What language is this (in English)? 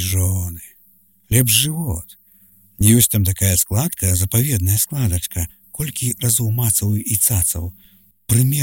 Belarusian